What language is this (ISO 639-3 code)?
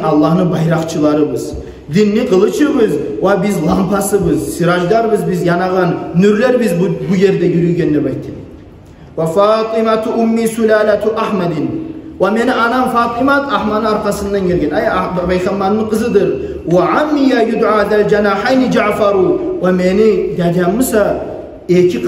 kum